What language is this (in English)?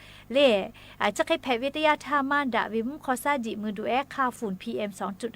Lahu